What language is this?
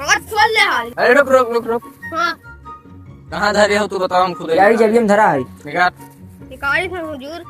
Awadhi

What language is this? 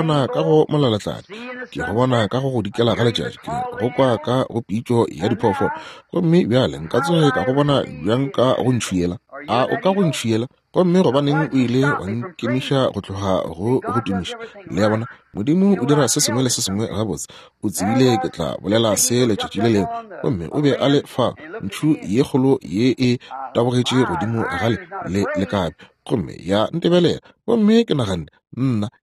Northern Sotho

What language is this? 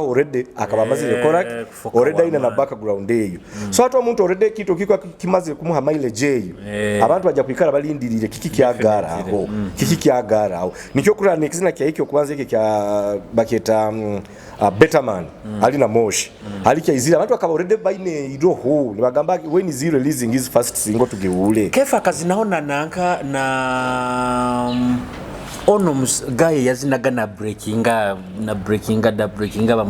Nyoro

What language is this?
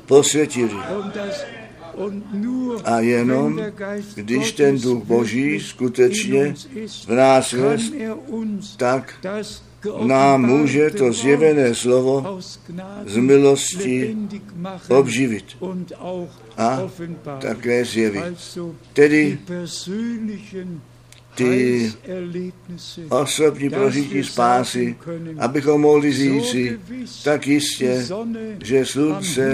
Czech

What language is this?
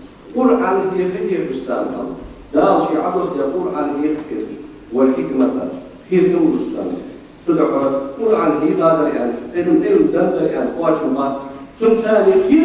Ingush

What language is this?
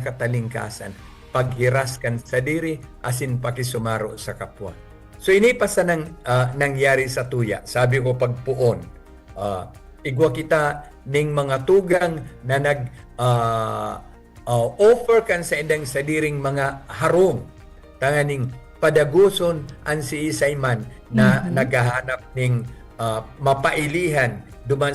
Bikol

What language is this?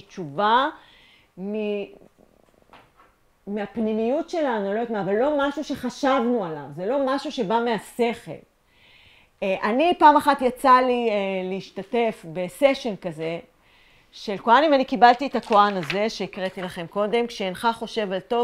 Hebrew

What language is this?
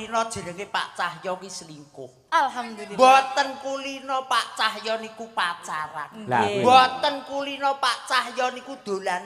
Javanese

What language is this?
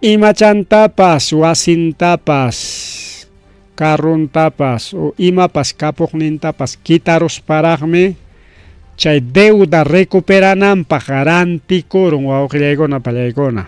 Ayacucho Quechua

